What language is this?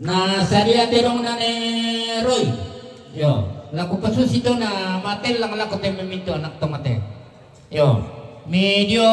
Toraja-Sa'dan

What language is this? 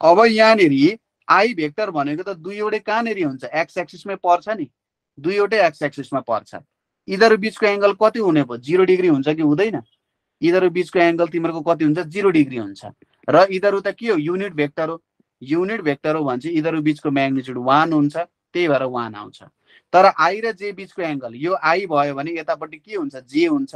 Nepali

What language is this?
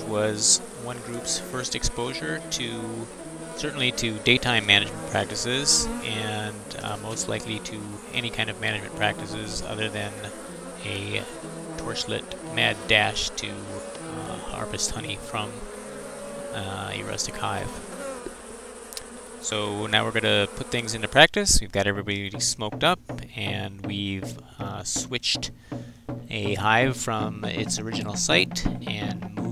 English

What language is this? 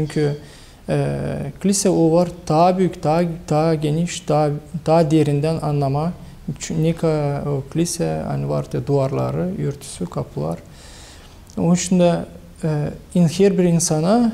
Gagauz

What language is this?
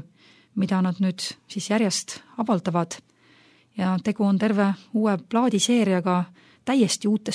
Estonian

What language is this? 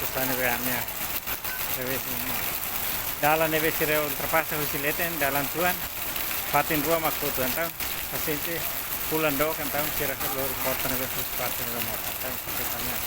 Tetum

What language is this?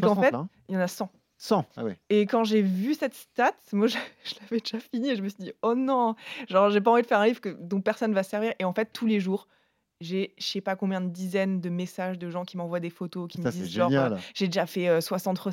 French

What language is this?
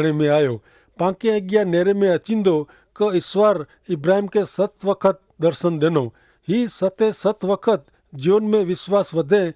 Kachhi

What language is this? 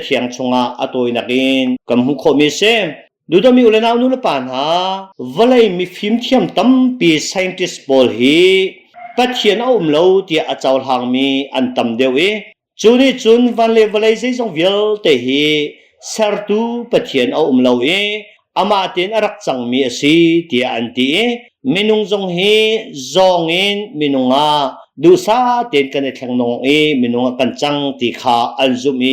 Hakha Chin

